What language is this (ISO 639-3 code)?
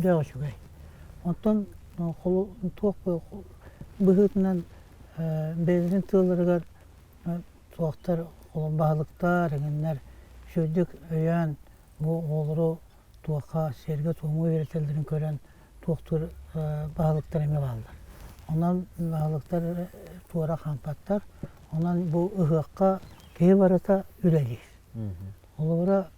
sah